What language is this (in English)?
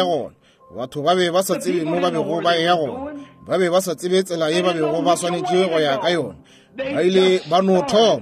Northern Sotho